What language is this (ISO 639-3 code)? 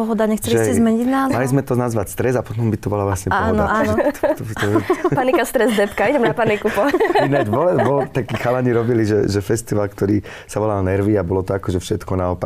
slk